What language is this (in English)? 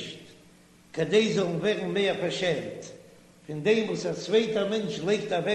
Yiddish